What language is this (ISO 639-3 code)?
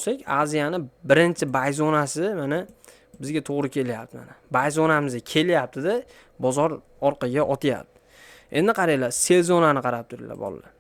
uzb